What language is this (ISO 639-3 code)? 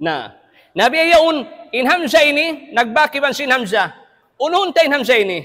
tsg